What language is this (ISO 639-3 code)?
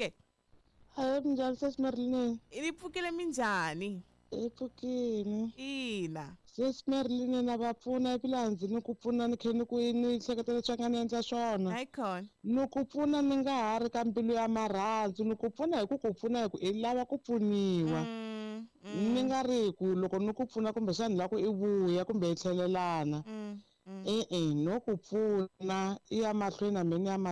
tso